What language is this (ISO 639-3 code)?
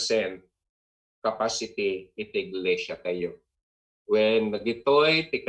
ilo